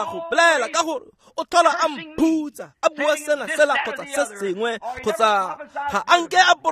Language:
Tswana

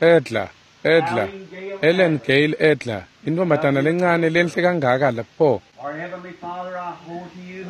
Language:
Swati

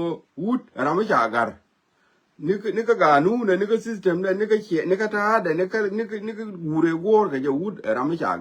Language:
Nuer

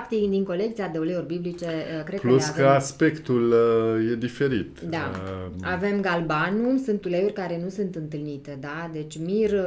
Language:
Romanian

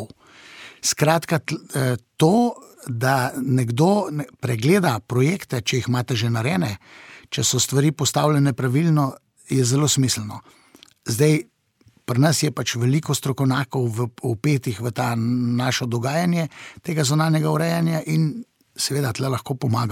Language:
Slovenian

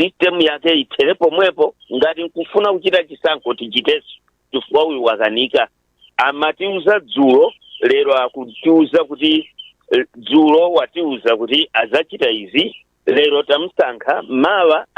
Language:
Nyanja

